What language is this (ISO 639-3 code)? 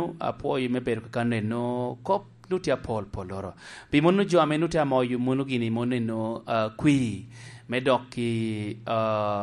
laj